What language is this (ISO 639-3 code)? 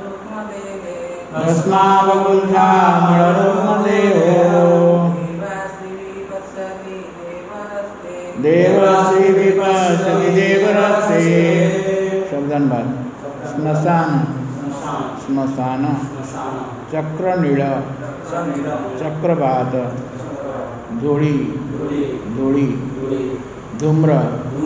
ori